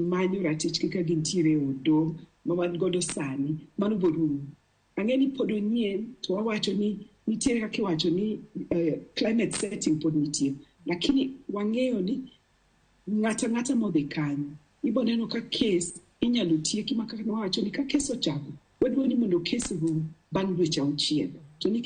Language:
Luo (Kenya and Tanzania)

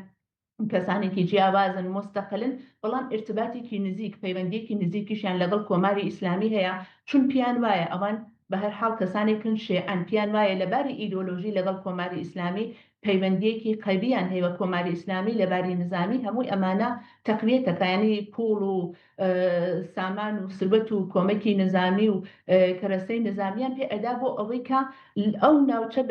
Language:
Central Kurdish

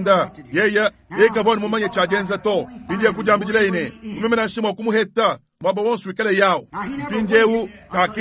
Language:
Luba-Lulua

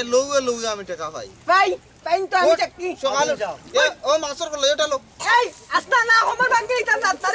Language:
Sylheti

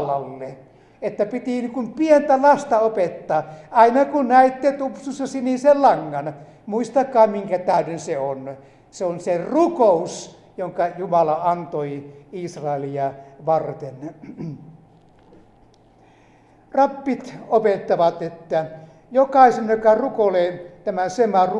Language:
Finnish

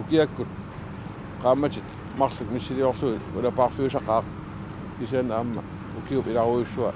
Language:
Kalaallisut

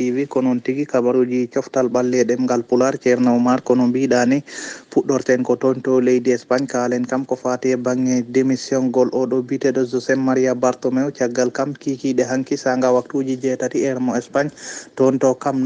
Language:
Fula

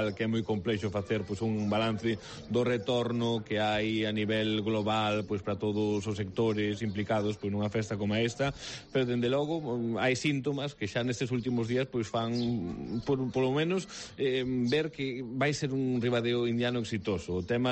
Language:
Galician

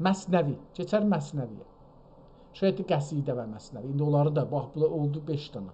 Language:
South Azerbaijani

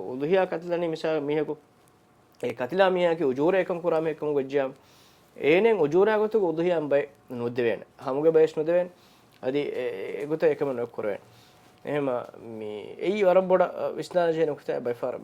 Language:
Divehi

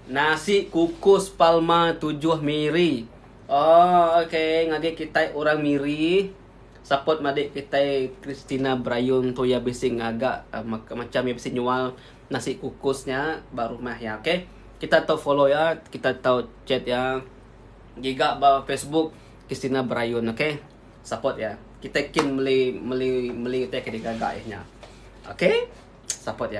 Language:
Iban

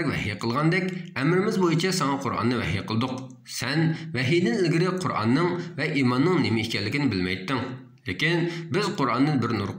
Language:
Uyghur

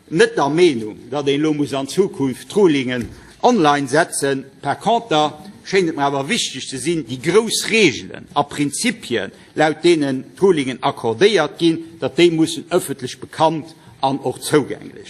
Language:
Luxembourgish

